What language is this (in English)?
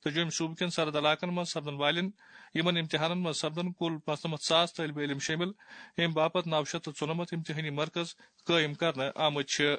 Kashmiri